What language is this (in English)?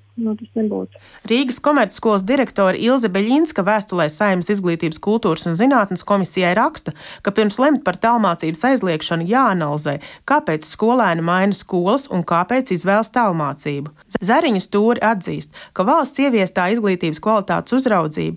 Latvian